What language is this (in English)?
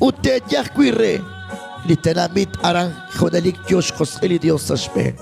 Kekchí